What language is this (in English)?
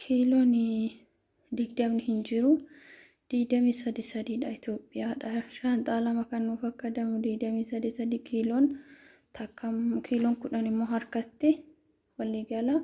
Oromo